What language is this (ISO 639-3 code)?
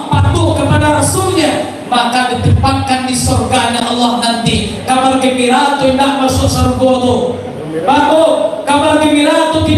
min